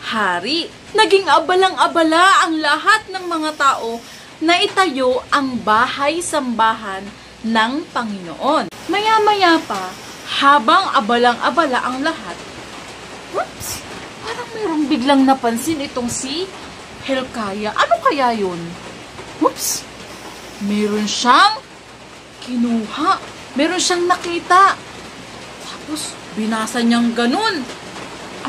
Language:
Filipino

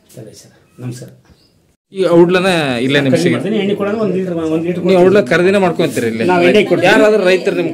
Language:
Kannada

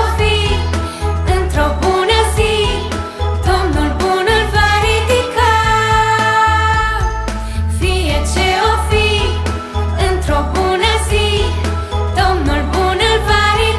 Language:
Romanian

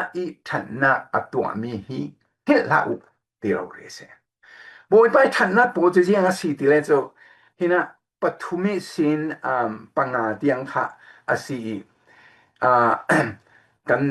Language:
Falam Chin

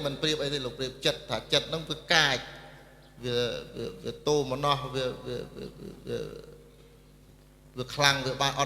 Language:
Khmer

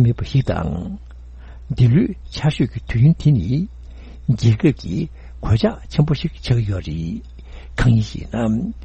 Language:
Tibetan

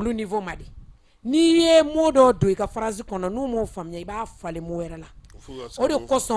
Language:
Bambara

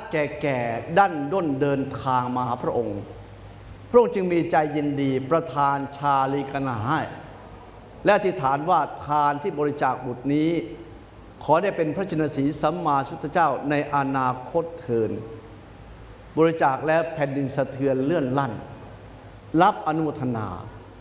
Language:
Thai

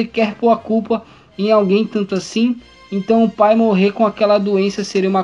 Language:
Portuguese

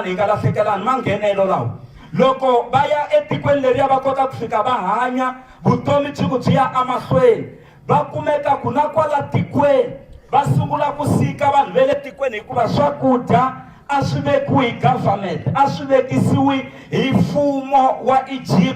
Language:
Tsonga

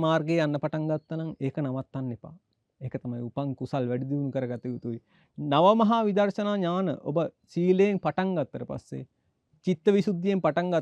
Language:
Sinhala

